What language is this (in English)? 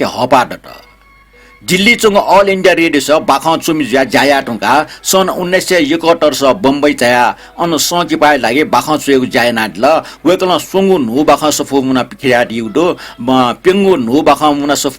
Newari